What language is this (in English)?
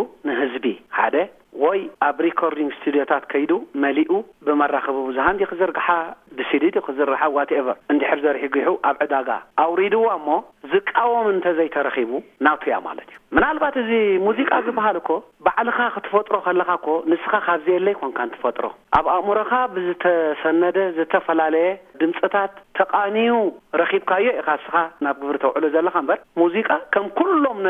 Tigrinya